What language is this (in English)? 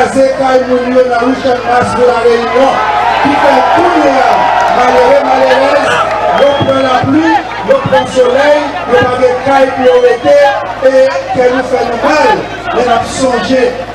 Haitian Creole